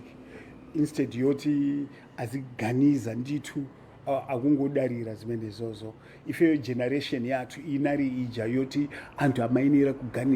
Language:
Nyanja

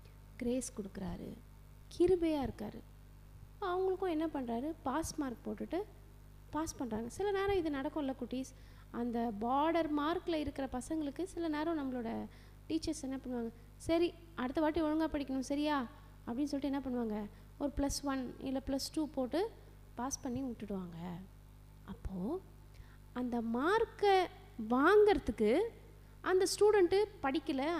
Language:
Tamil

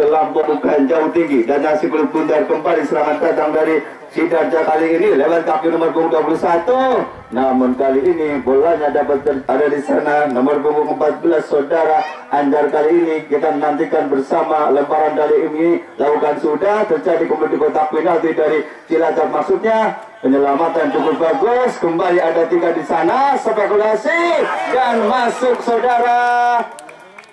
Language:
Indonesian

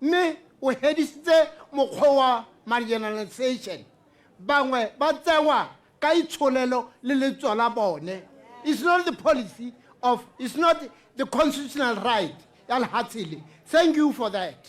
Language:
Tswana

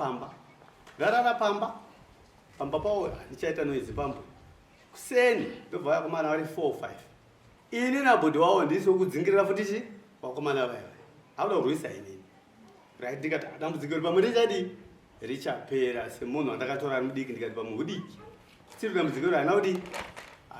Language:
Shona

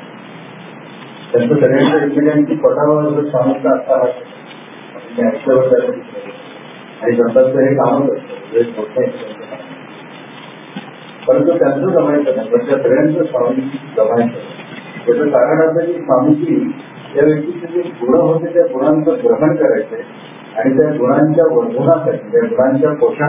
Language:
Marathi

